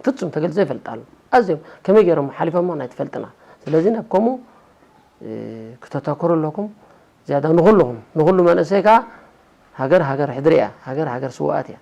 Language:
Tigrinya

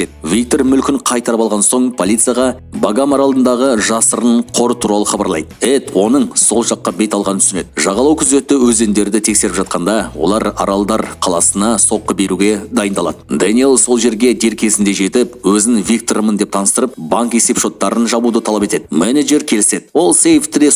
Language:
Kazakh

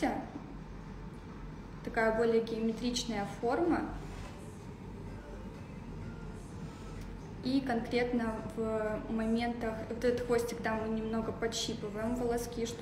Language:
Russian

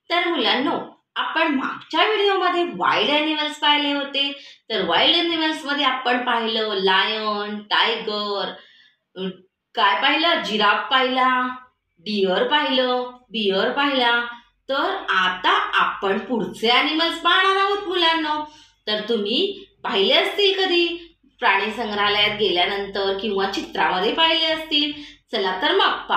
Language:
Marathi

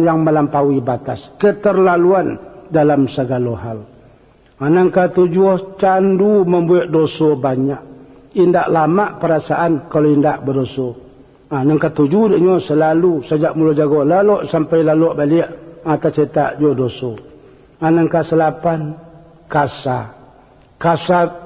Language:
Minangkabau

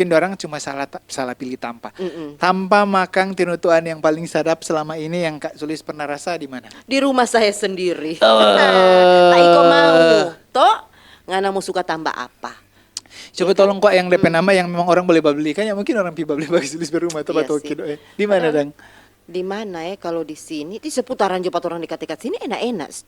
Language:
Manado Malay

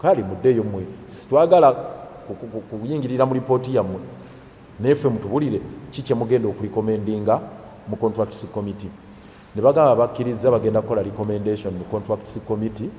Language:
Ganda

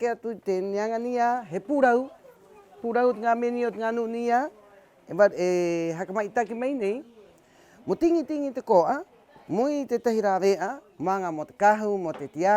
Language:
Rapanui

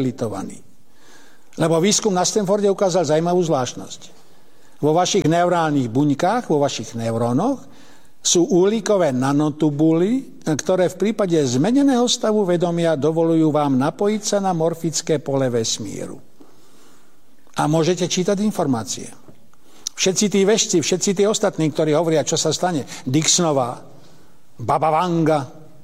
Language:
Slovak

